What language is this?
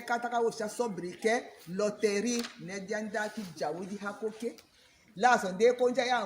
Tetela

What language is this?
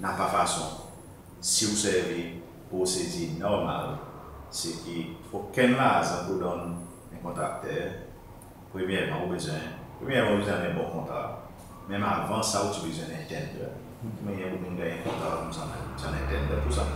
Seselwa Creole French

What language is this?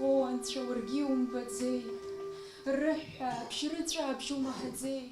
Abkhazian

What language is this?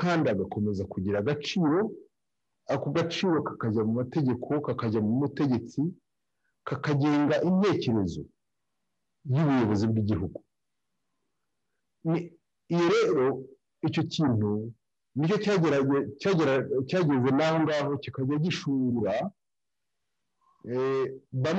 Kinyarwanda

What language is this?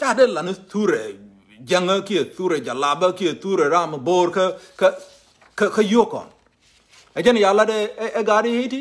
Nuer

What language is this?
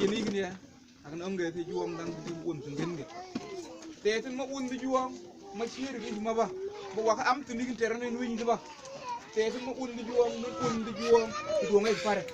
Mabaan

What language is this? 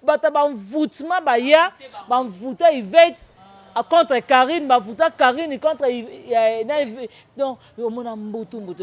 Lingala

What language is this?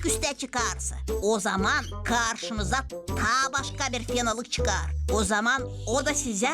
Gagauz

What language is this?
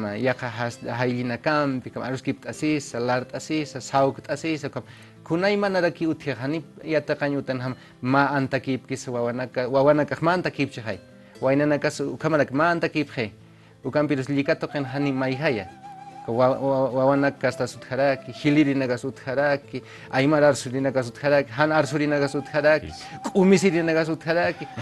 Aymara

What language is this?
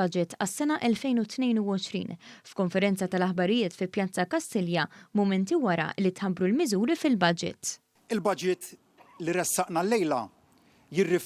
Maltese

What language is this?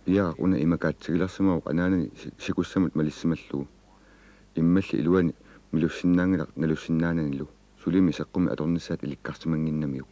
Kalaallisut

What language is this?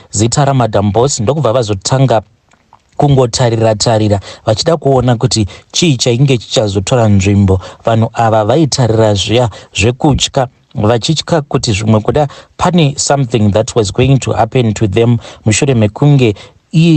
Shona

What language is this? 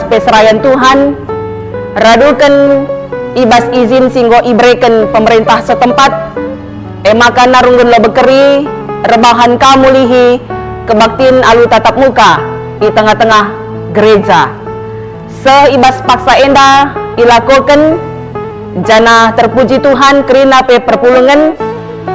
Batak Karo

